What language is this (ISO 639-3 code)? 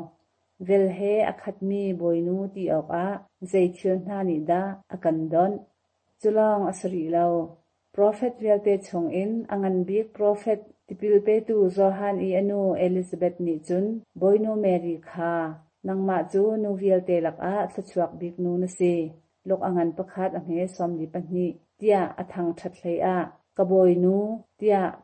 cnh